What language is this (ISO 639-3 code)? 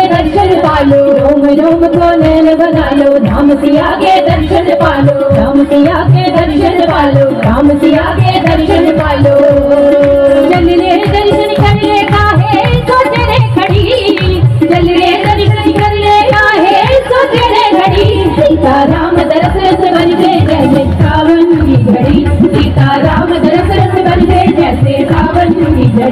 hin